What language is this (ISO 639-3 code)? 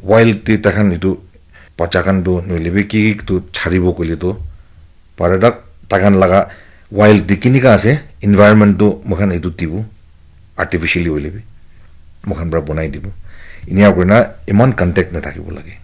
nag